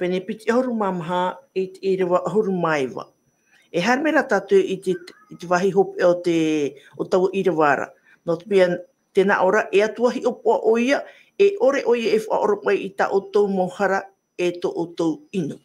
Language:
Tahitian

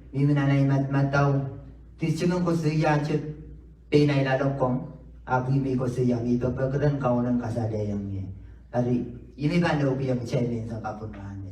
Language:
Pohnpeian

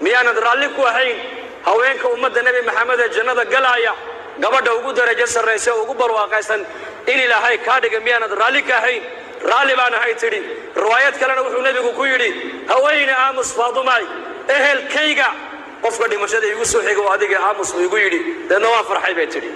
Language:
Somali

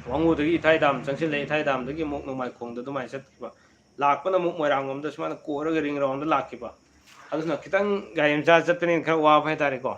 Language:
Manipuri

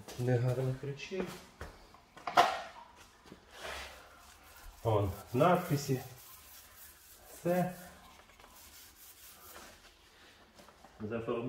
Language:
Ukrainian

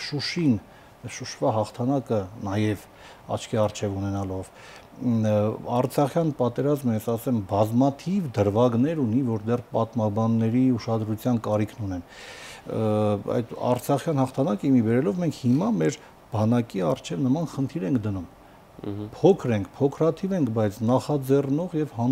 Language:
Armenian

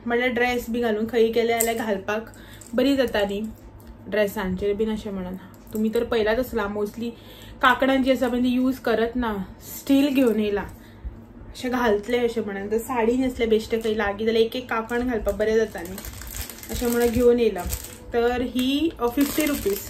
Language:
Konkani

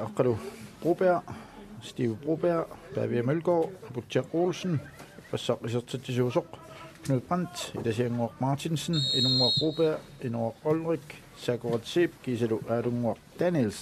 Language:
Kalaallisut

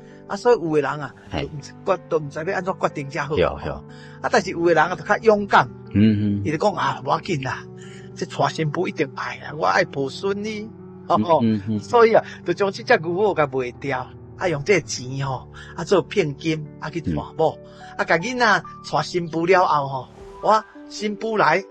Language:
Min Nan Chinese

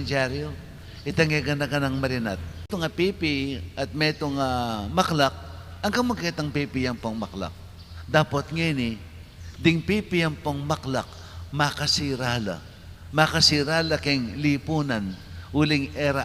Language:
Pampanga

